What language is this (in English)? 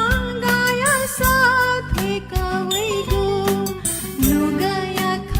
Newari